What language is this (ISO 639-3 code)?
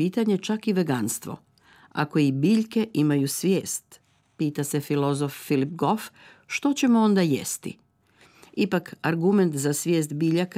hrv